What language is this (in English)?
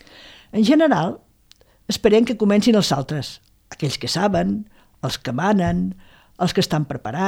Catalan